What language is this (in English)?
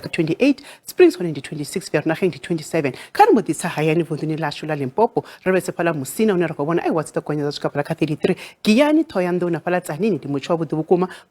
Venda